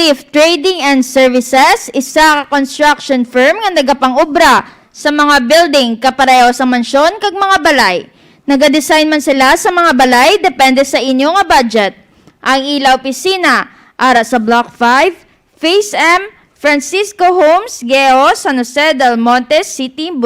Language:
Hiligaynon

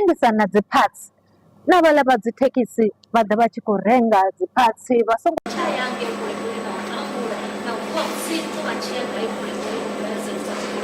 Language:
Venda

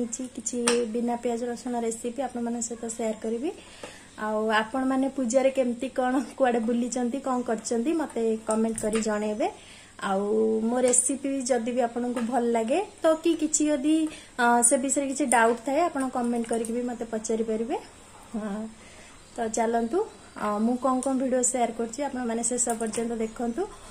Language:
Odia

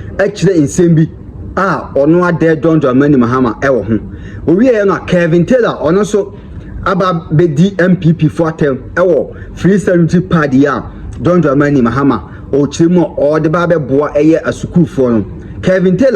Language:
Akan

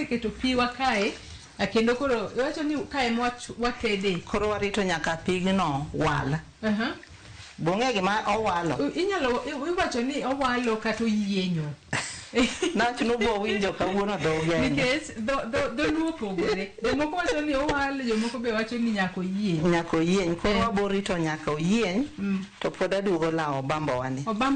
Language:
Luo (Kenya and Tanzania)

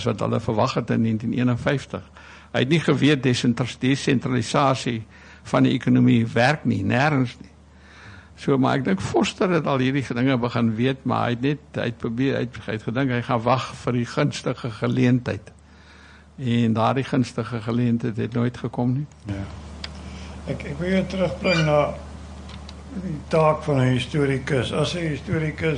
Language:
Afrikaans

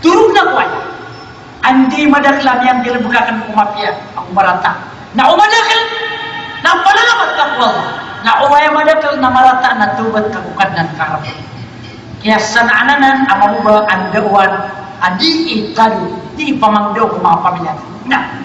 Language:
Maranao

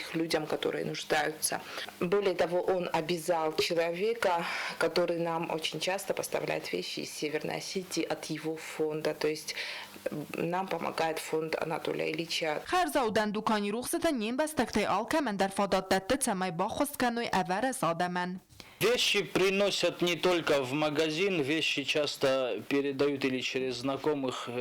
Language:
Ossetic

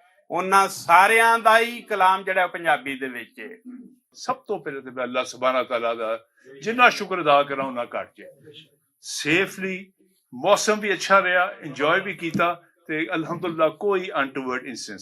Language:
Western Panjabi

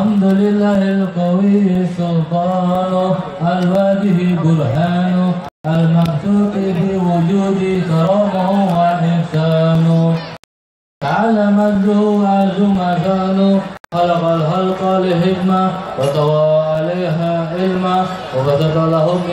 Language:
Arabic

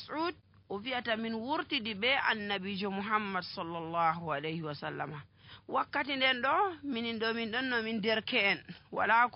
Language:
Nigerian Fulfulde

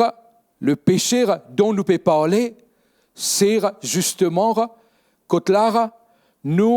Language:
Morisyen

